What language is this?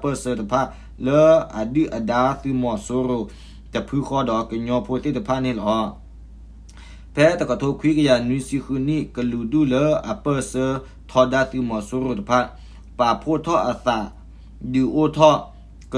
S'gaw Karen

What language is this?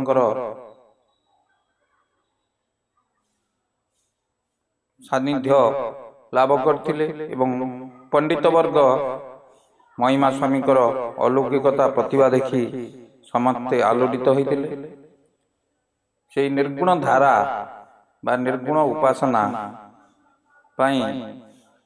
Odia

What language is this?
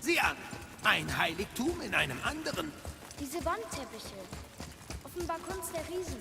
Bavarian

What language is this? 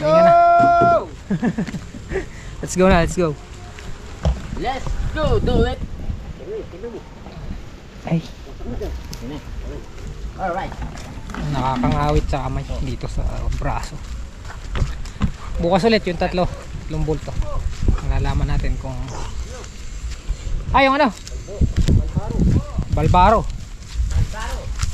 Filipino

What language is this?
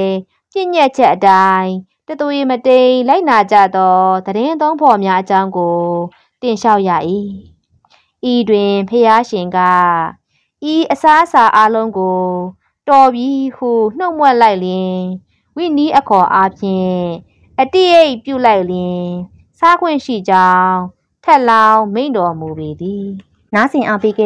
Burmese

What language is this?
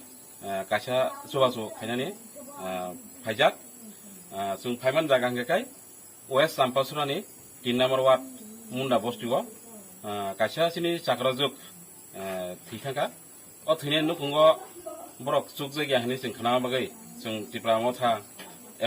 Kok Borok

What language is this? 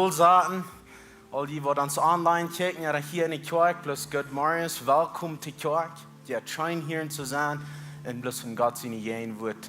Plautdietsch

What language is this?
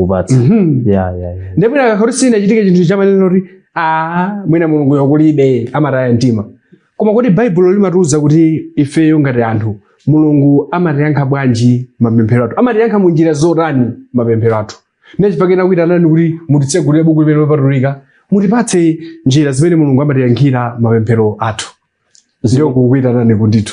Nyanja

